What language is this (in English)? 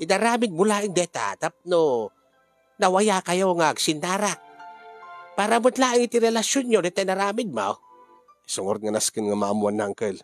Iloko